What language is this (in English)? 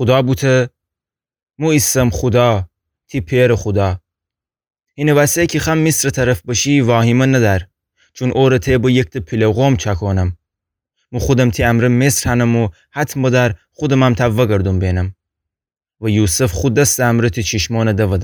Gilaki